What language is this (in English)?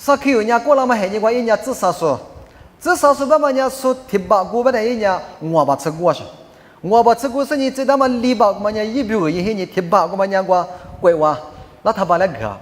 Lisu